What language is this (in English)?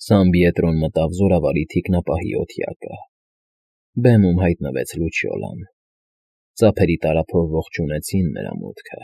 Armenian